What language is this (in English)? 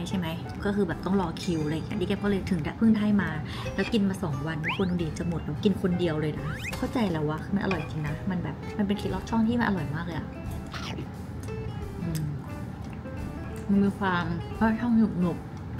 Thai